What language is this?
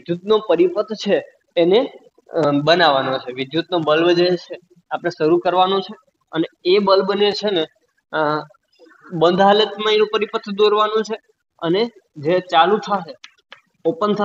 Gujarati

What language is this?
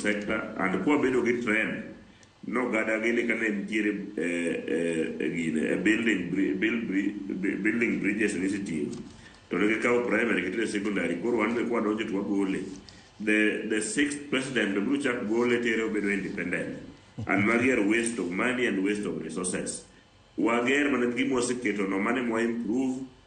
Luo (Kenya and Tanzania)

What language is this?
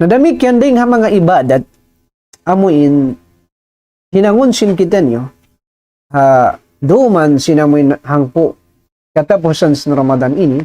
Tausug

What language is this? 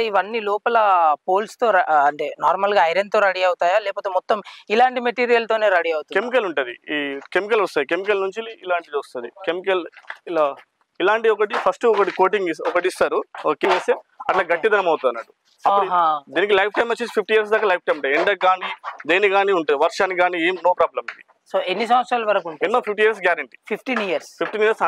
Telugu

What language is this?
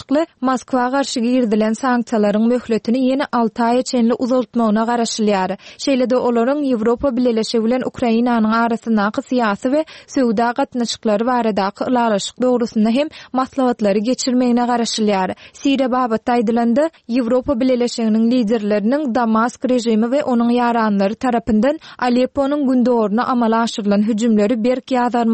Turkmen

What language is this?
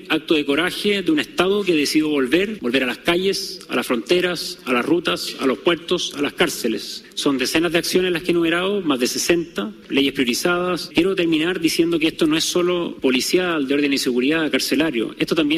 Spanish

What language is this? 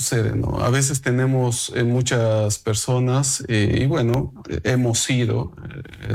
Spanish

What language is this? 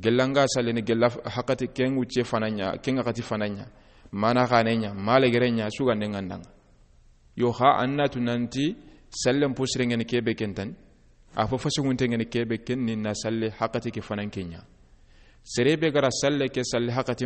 Soninke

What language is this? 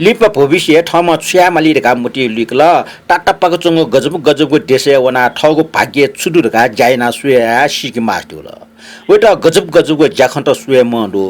Newari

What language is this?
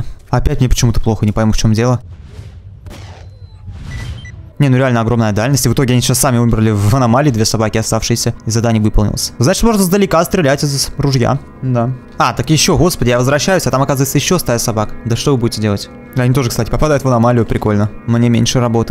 Russian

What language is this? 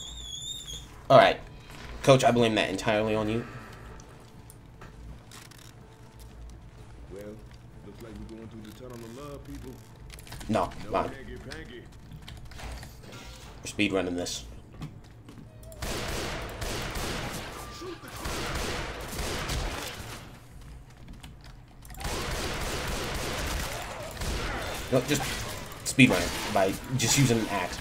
English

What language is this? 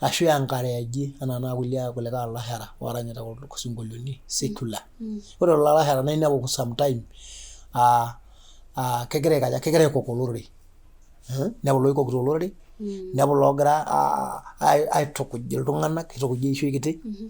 Masai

